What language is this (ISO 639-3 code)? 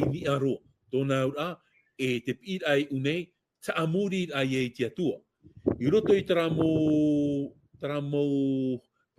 tah